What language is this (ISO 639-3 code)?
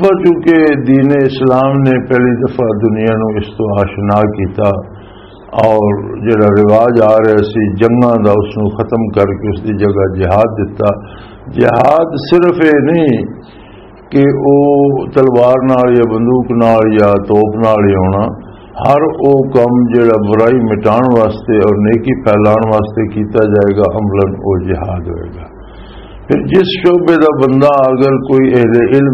lah